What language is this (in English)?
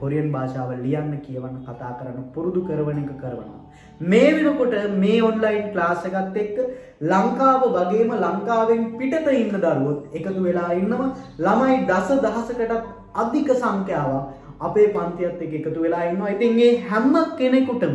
Sinhala